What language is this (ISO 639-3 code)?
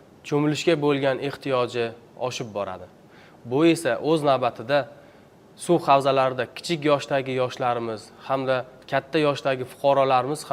uzb